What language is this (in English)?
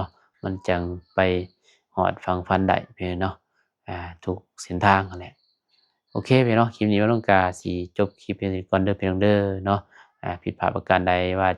Lao